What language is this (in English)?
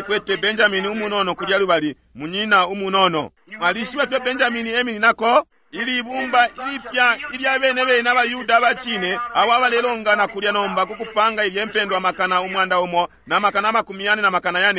Bemba